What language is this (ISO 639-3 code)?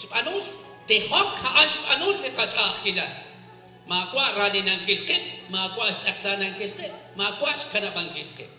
kek